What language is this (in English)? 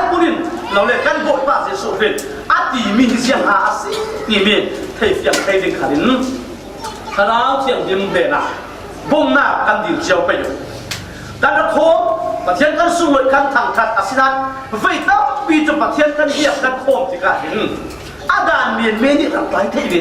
Falam Chin